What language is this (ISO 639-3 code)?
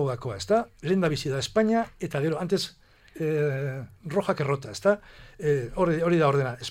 eus